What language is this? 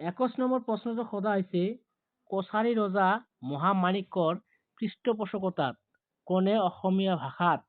Assamese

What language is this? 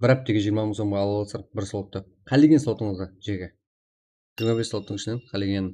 Kara-Kalpak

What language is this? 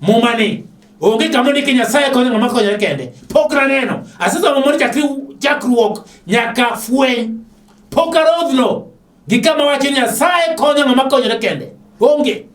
Luo (Kenya and Tanzania)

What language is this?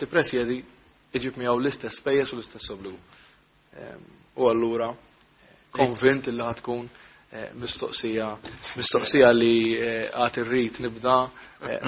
Maltese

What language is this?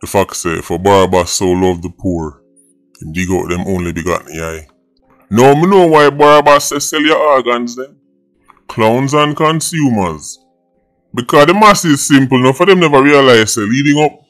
Jamaican Creole English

